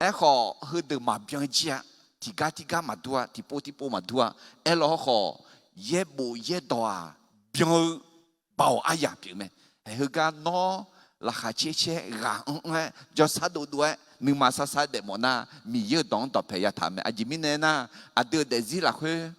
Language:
Akha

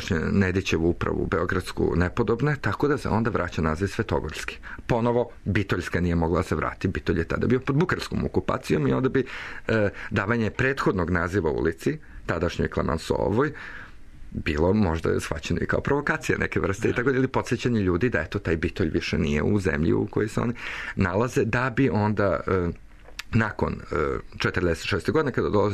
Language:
Serbian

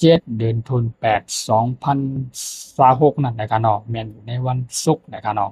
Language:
Shan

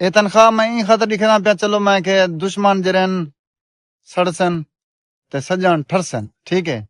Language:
Saraiki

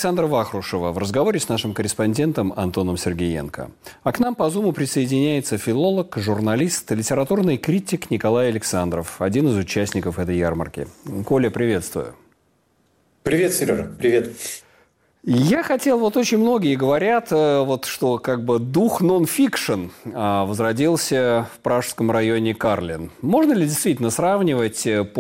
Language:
Russian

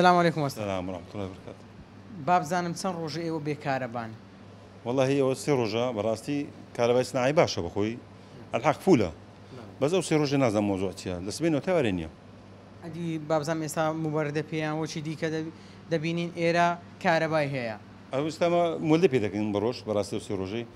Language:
Central Kurdish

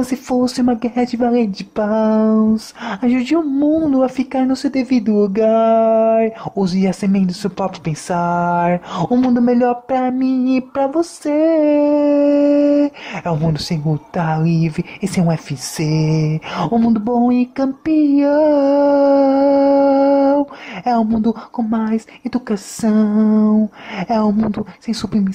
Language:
Portuguese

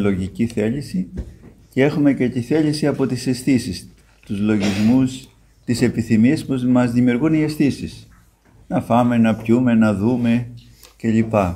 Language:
Greek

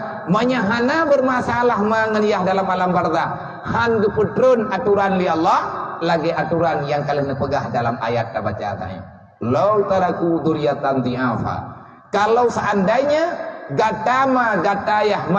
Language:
Achinese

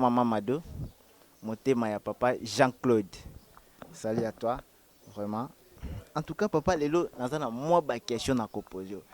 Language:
Lingala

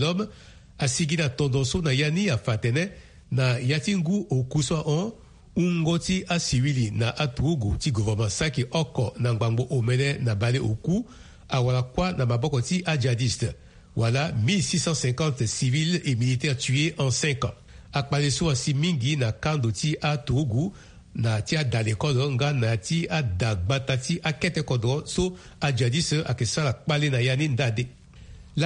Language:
Sango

